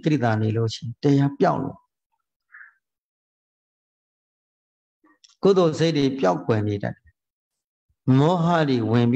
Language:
Burmese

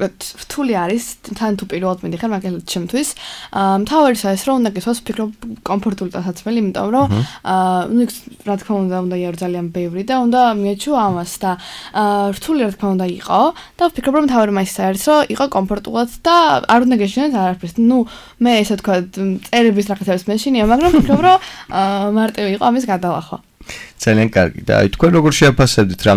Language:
Georgian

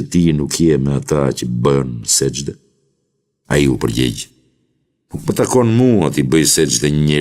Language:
Albanian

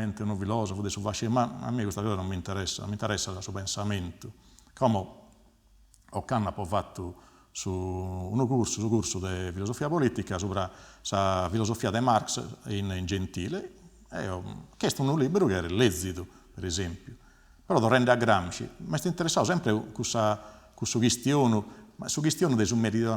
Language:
Sardinian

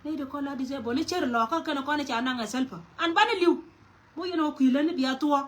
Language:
Nuer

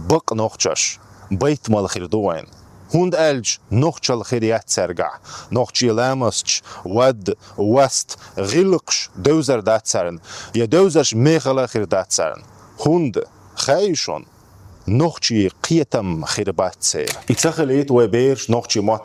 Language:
Chechen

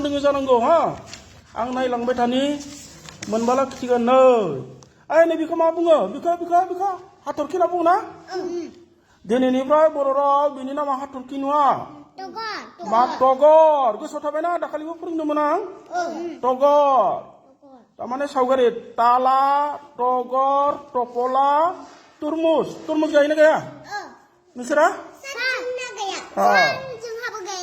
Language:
Bodo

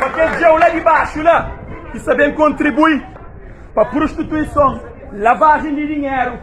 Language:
Kabuverdianu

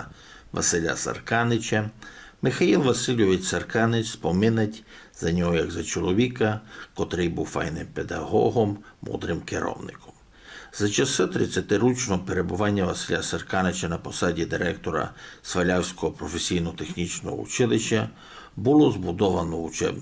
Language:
Rusyn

